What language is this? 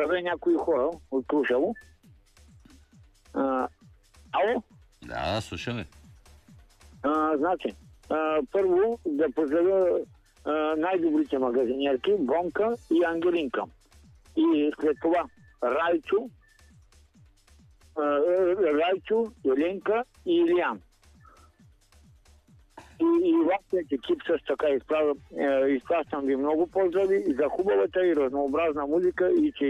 Bulgarian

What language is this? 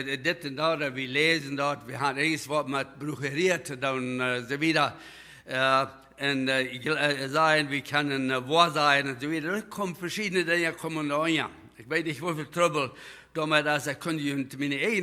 Plautdietsch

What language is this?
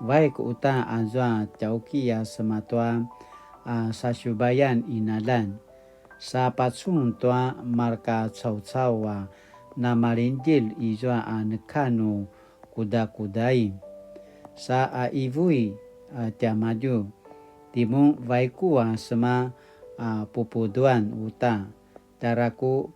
Paiwan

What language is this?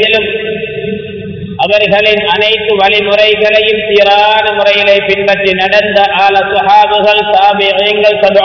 Tamil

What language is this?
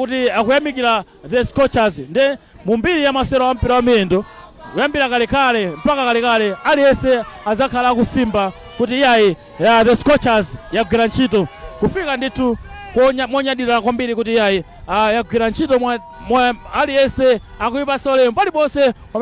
Nyanja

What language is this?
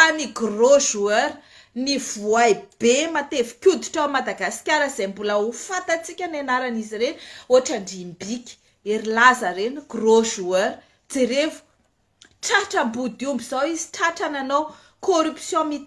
Malagasy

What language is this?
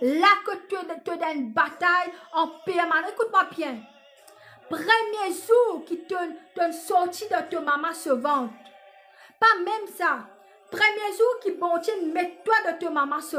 Morisyen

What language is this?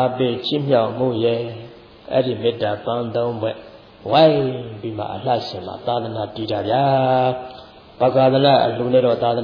Burmese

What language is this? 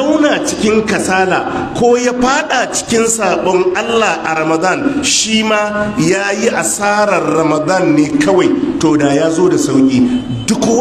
Hausa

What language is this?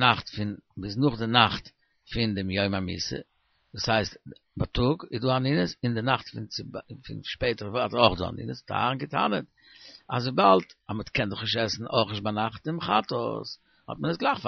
Yiddish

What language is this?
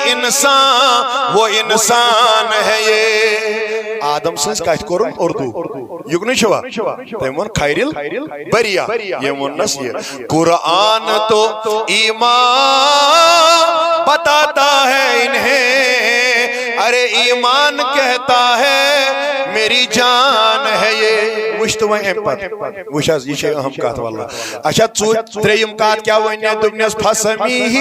Kashmiri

